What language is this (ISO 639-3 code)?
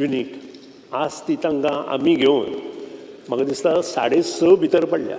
kok